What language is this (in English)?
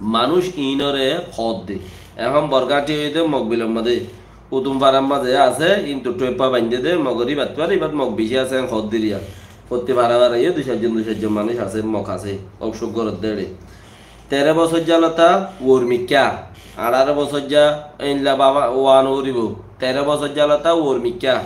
Rohingya